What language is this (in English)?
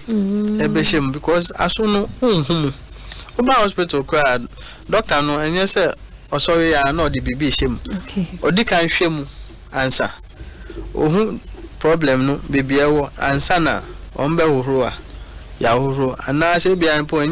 Akan